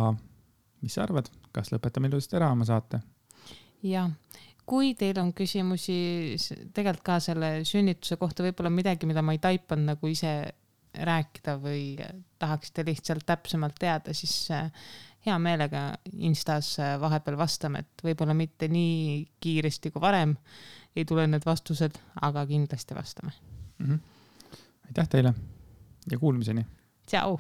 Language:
Estonian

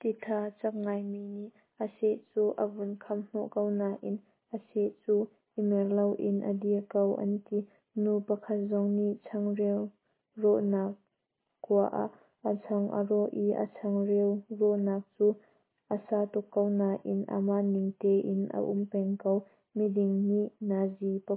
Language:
Hakha Chin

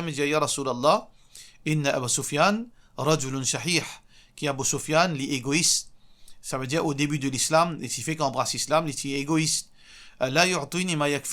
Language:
Morisyen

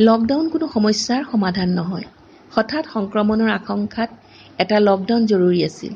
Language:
Assamese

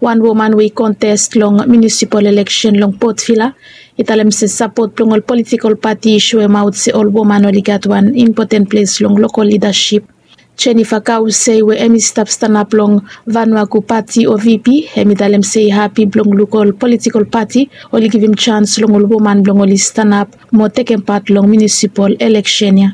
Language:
Bislama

